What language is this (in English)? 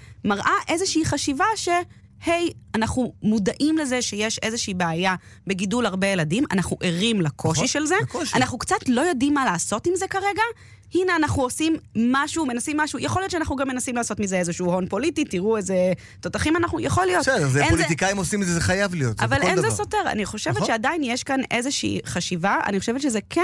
Hebrew